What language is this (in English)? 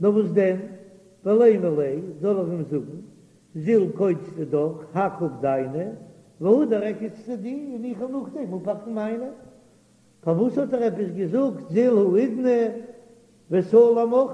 Yiddish